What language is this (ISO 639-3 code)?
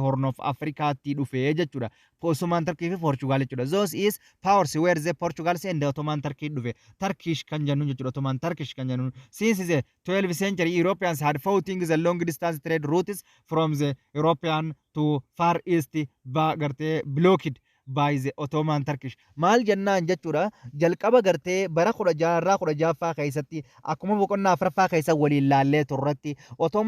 orm